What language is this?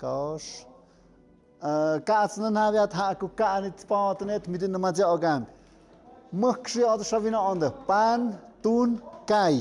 Tlahuitoltepec Mixe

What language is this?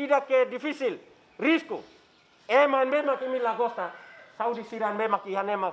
Tetum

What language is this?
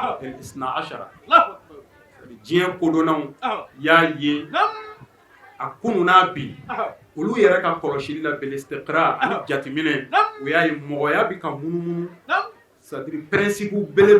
Bambara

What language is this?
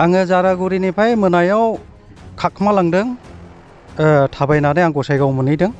Bodo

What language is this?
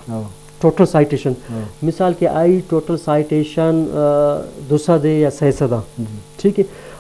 Eastern Balochi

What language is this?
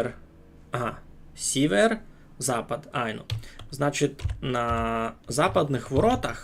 Rusyn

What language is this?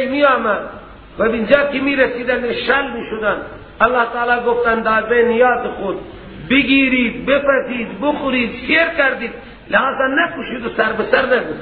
Persian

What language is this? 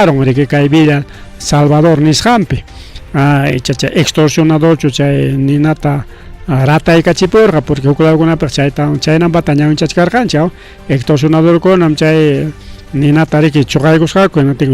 Ayacucho Quechua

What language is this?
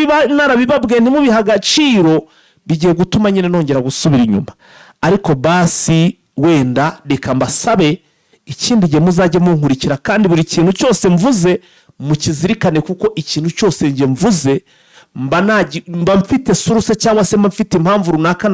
Kinyarwanda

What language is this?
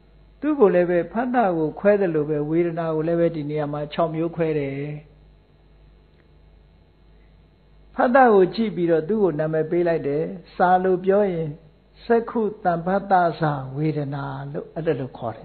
Burmese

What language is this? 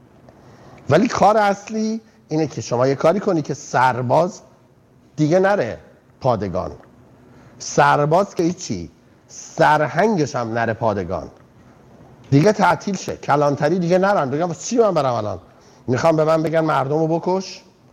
Persian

